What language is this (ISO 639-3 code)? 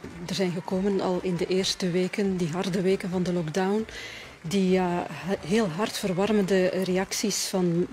nld